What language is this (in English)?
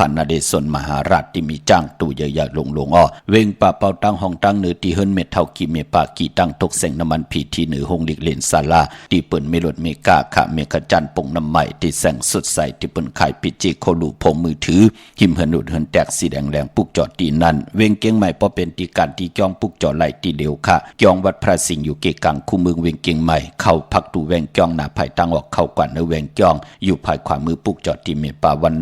Shan